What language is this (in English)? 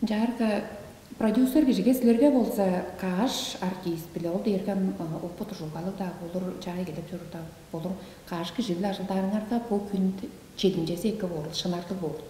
Tuvinian